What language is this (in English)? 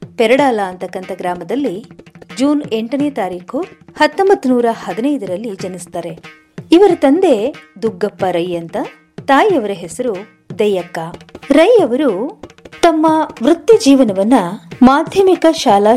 Kannada